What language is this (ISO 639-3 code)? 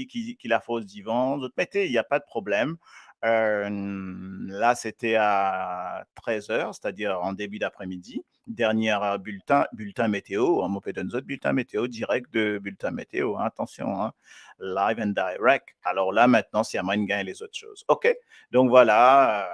mfe